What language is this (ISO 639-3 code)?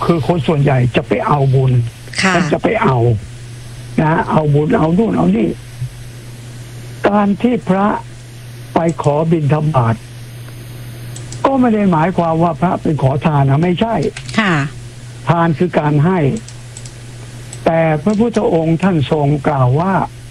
tha